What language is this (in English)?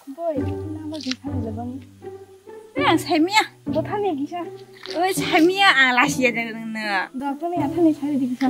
Kok Borok